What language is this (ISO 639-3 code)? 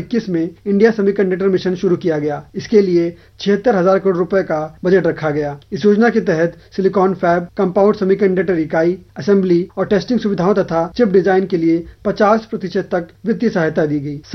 hin